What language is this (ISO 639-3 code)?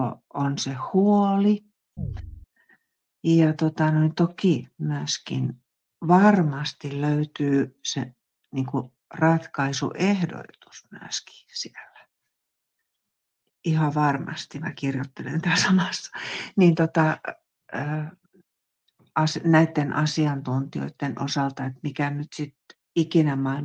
fin